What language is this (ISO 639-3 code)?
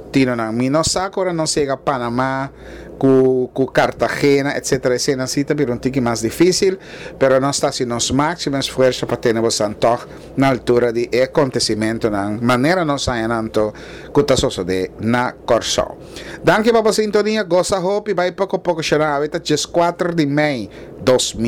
pap